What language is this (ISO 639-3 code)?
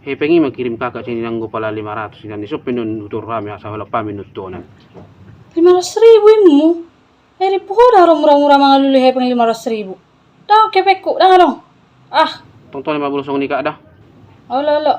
bbc